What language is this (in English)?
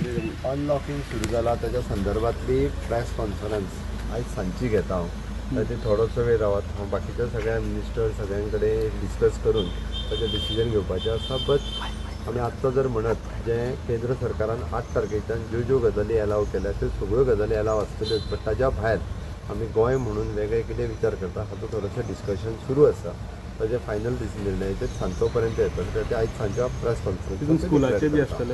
Konkani